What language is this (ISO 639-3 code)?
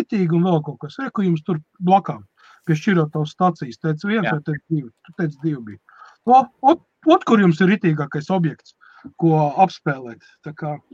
lav